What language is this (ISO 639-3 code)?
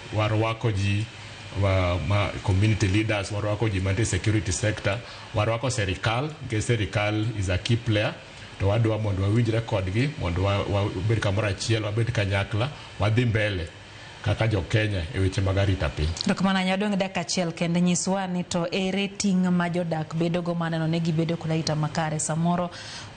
luo